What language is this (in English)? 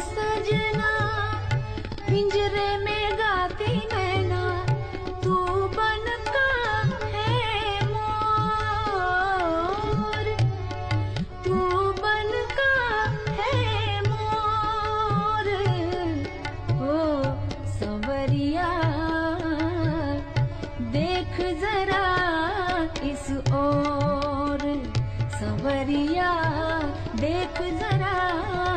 Bhojpuri